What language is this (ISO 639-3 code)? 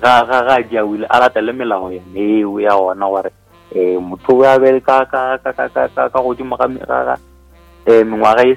nso